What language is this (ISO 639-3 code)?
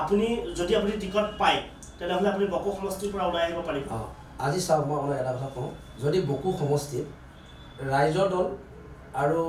asm